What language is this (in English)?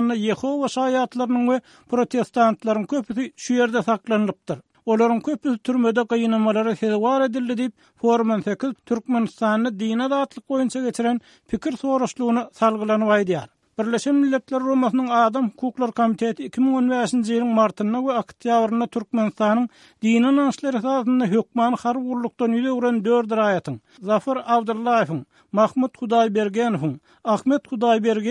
Turkmen